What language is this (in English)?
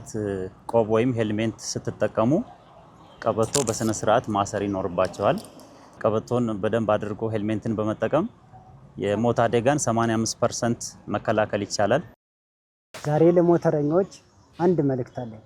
Amharic